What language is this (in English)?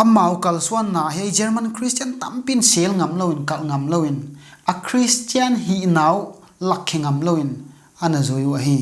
Paite Chin